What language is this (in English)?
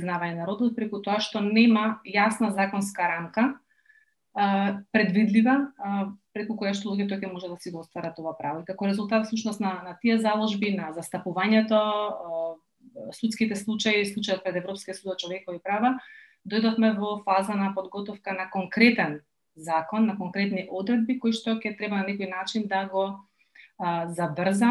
Macedonian